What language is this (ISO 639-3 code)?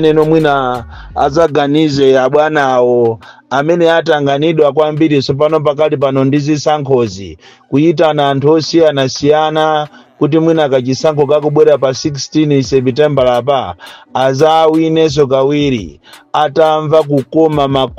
nya